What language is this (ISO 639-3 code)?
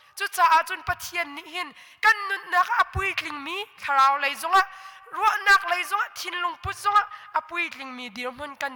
cnh